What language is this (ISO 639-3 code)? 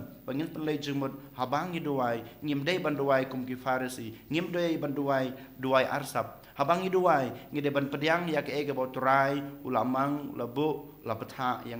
kha